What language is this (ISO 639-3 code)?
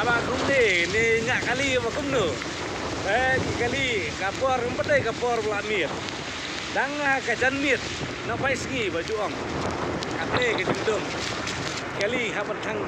kha